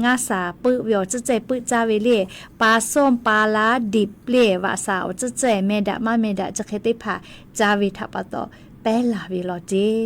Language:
Lahu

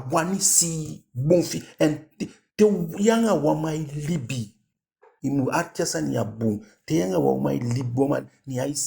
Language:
Eastern Maroon Creole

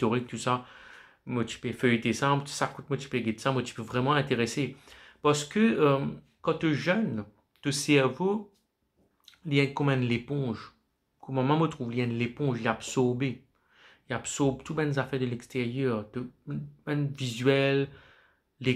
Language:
Morisyen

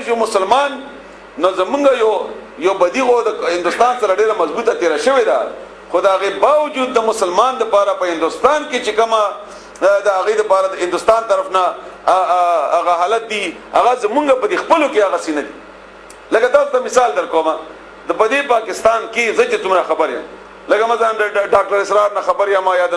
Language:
Pashto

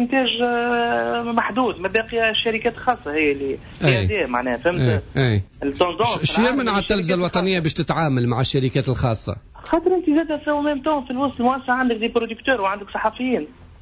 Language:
Tunisian Arabic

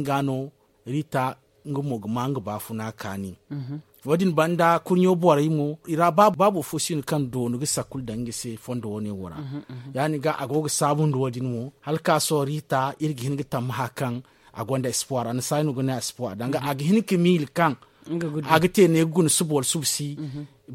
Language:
Zarma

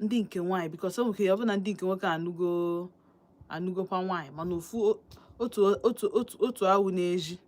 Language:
Igbo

